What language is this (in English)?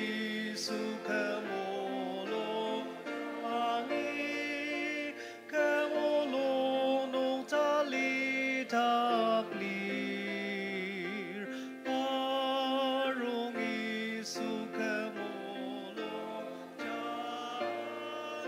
Ao Naga